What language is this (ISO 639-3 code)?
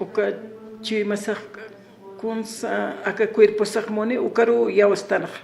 aym